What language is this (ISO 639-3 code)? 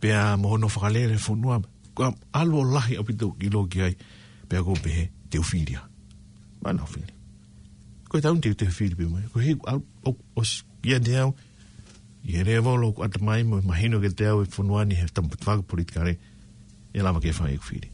ton